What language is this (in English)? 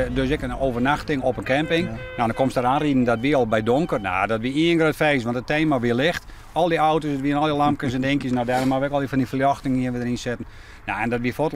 Western Frisian